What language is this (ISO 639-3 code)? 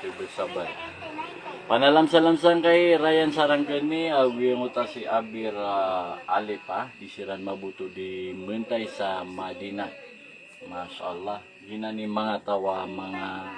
mrw